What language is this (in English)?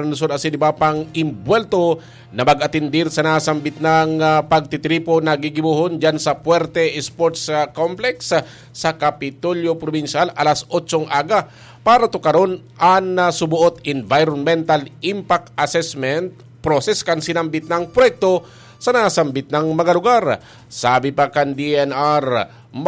Bikol